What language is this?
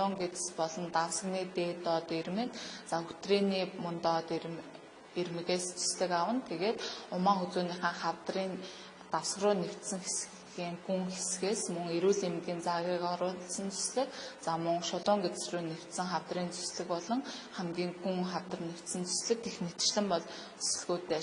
Mongolian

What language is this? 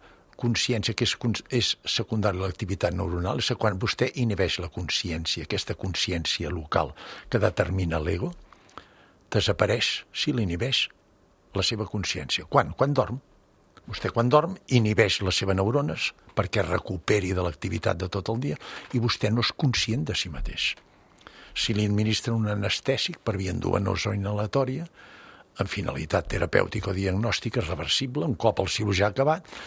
Catalan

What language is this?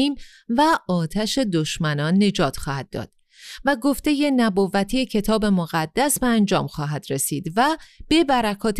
Persian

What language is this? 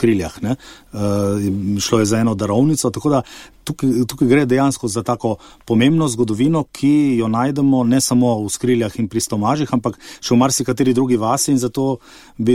Slovenian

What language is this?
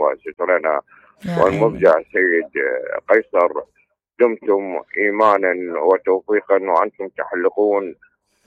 Mesopotamian Arabic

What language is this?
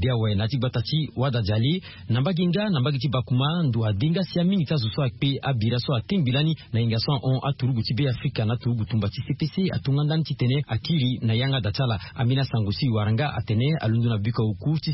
Sango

